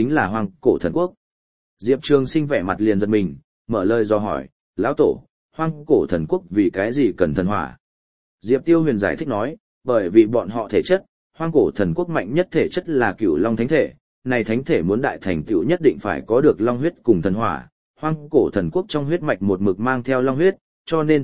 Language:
Vietnamese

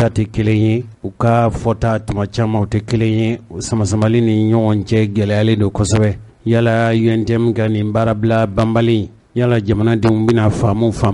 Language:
Bambara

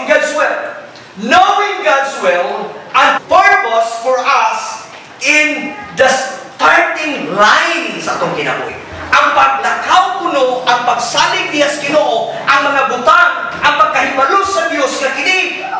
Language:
Cebuano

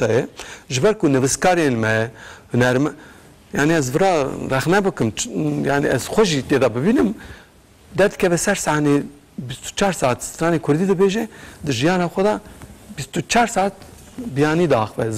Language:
Kurdish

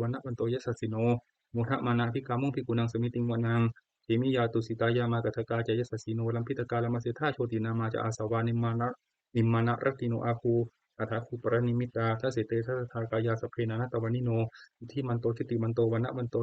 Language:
Pali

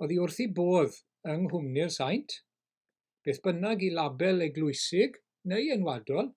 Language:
Welsh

